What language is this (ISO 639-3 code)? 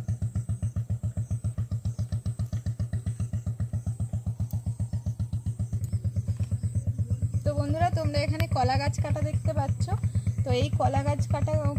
ben